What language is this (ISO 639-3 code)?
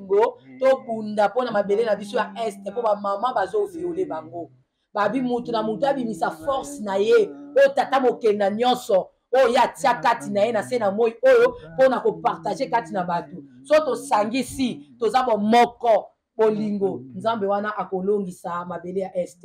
lin